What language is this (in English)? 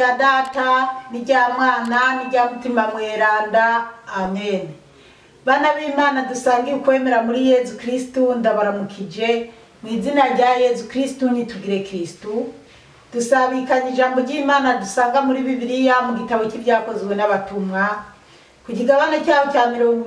Rundi